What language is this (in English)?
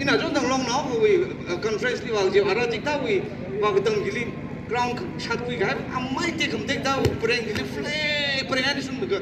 Tangkhul Naga (India)